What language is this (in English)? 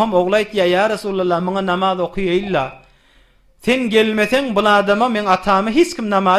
Turkmen